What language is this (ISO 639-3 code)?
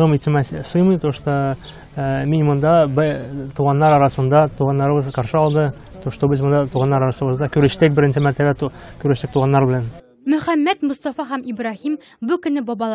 tat